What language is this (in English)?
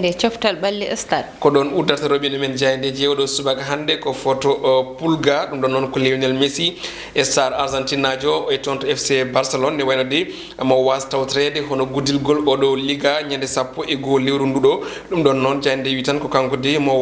Fula